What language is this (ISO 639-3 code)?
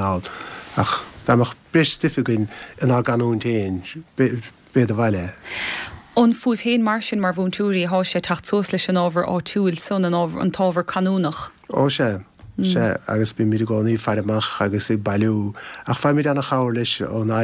gle